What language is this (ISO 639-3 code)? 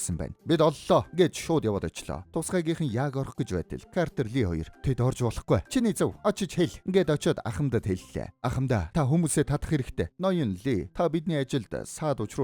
mon